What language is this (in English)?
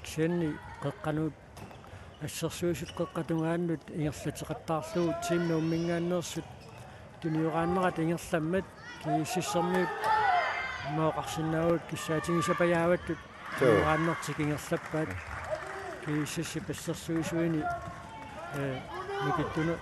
Kalaallisut